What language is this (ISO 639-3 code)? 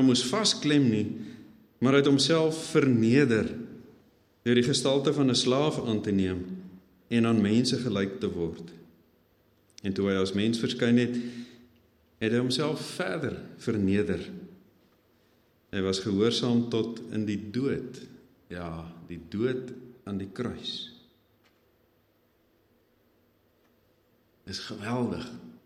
afr